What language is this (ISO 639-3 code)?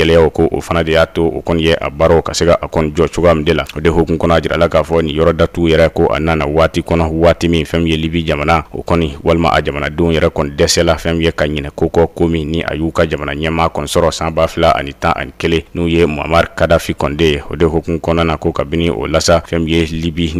bam